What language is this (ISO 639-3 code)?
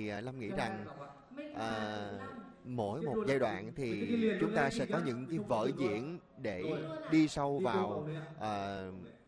vie